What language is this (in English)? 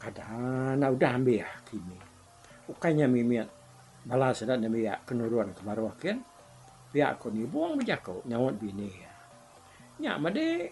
Iban